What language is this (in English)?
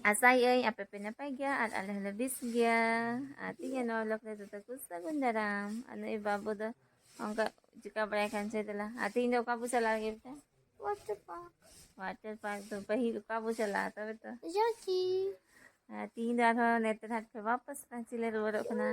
Santali